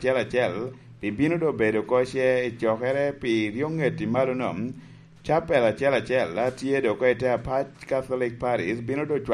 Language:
Lango (Uganda)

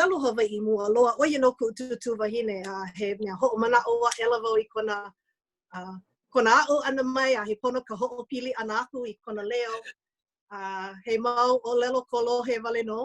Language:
Hawaiian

